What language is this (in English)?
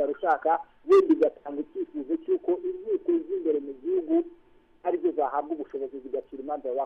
Kinyarwanda